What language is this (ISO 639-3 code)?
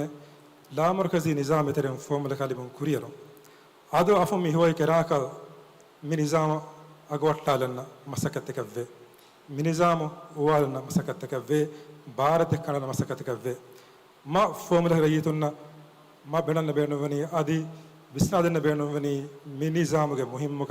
div